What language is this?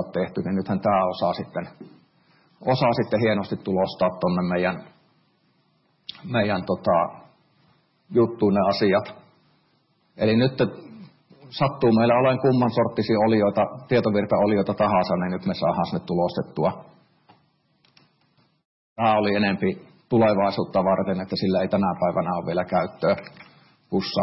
Finnish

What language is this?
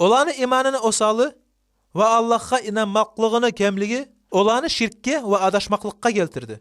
Kumyk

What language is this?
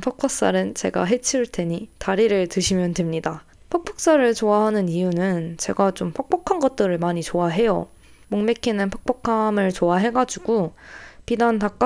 Korean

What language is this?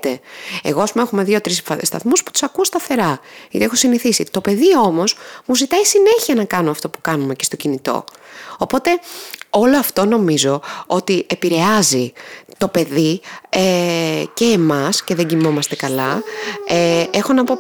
Greek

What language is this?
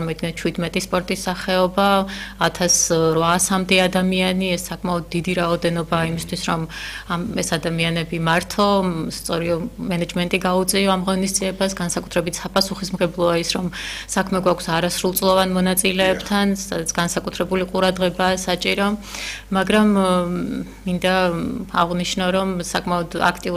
Georgian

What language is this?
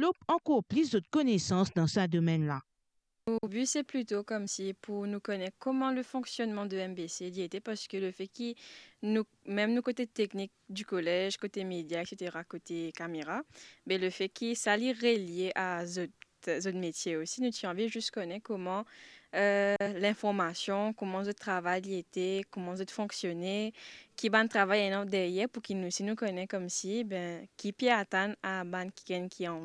Morisyen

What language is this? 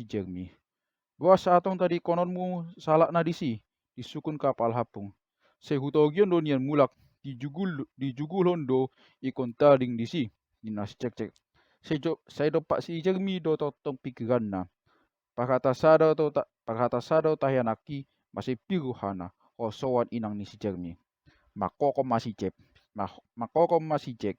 Batak Toba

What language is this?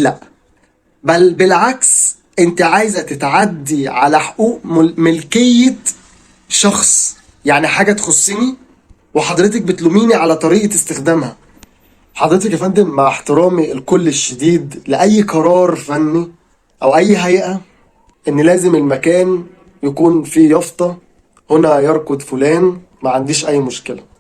Egyptian Arabic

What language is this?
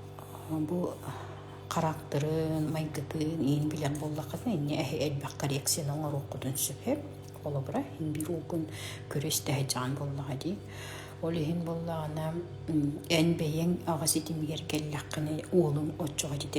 Yakut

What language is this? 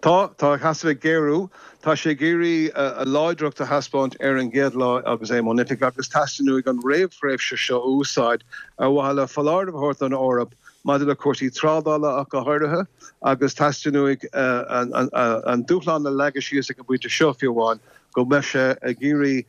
Irish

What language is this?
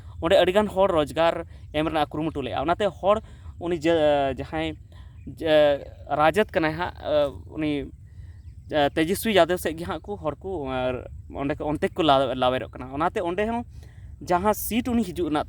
Santali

